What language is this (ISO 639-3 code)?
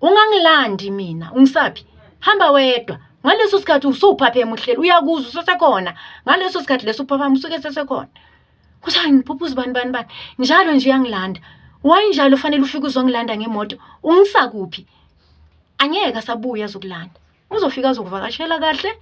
zul